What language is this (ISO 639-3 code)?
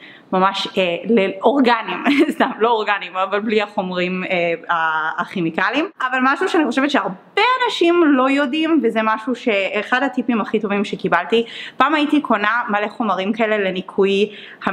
heb